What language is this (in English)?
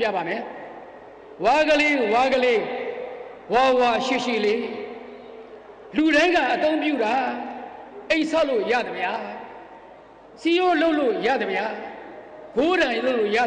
Burmese